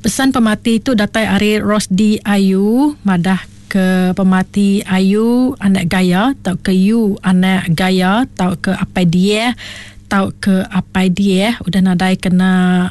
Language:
Iban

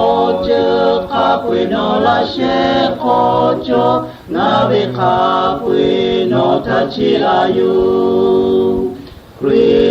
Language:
Lahu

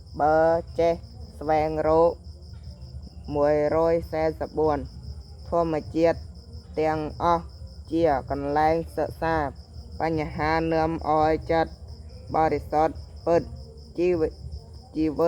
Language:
Khmer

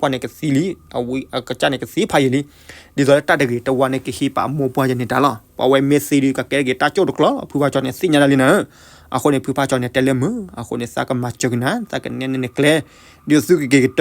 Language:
S'gaw Karen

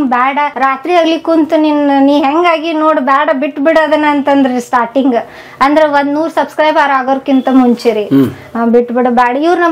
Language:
Kannada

